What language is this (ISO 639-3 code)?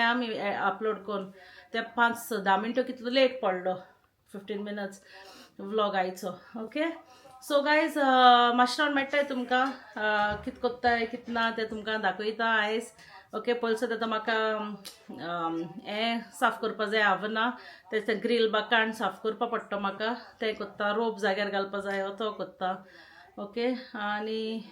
kok